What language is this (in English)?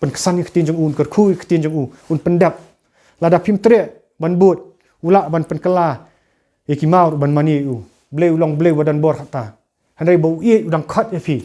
Khasi